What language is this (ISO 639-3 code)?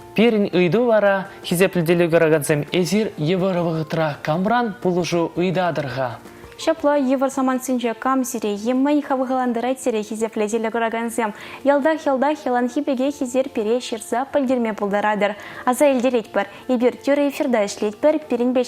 chv